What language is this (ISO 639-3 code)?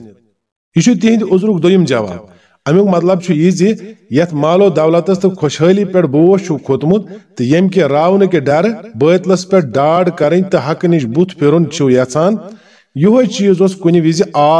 kas